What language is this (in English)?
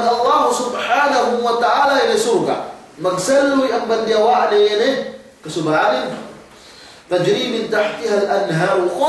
Yakan